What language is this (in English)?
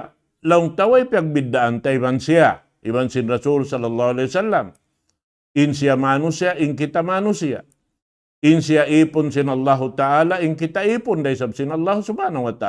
Tausug